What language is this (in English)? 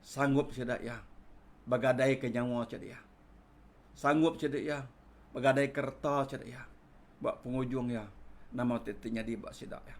Iban